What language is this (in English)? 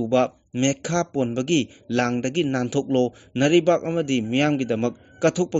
Manipuri